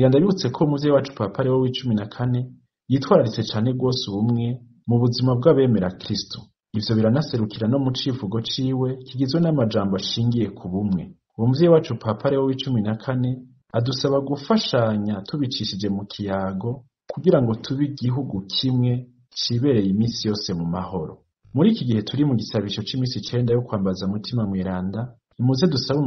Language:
Rundi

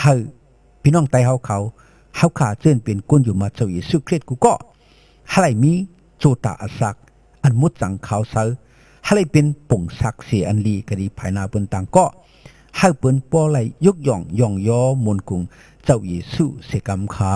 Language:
Shan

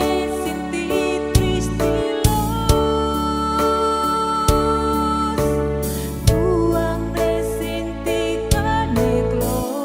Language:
Tetum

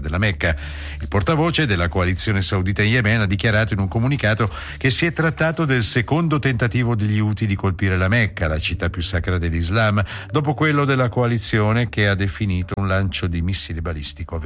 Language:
Italian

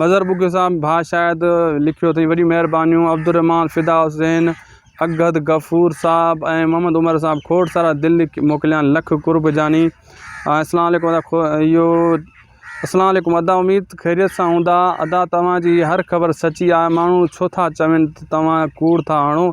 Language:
Sindhi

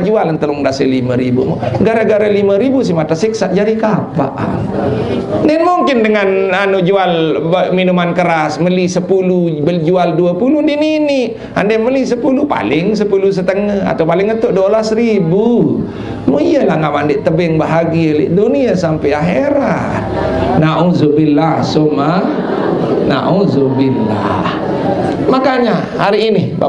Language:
Sasak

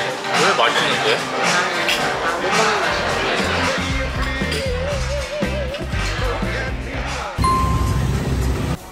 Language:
Korean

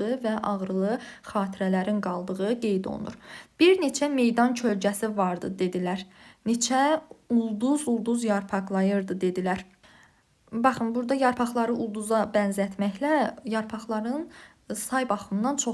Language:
Azerbaijani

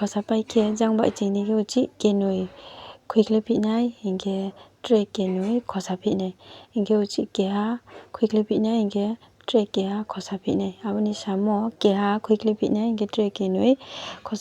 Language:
Riang (India)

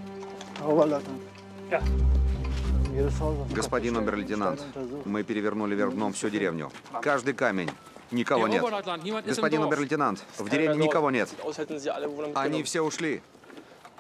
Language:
Russian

